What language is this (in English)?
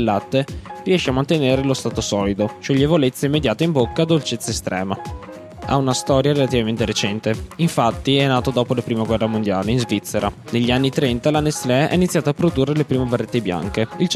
Italian